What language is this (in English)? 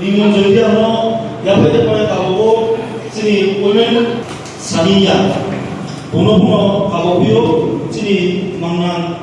Riang (India)